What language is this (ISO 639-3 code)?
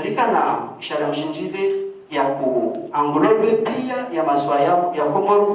zdj